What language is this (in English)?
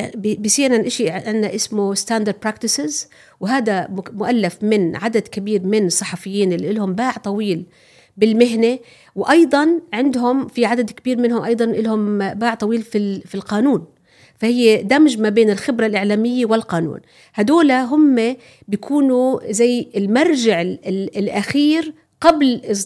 North Levantine Arabic